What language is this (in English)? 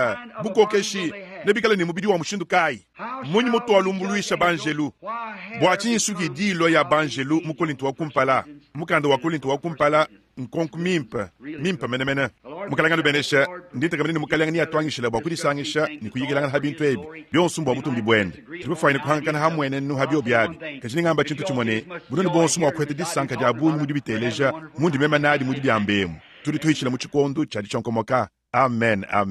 Luba-Lulua